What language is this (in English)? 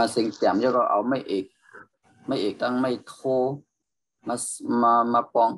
Shan